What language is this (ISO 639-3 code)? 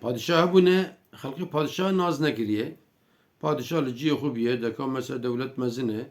kur